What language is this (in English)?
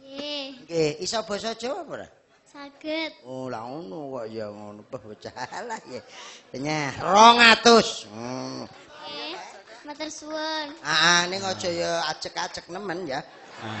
Javanese